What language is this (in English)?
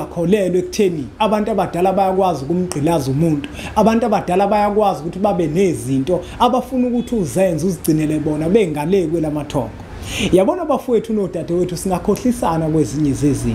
Zulu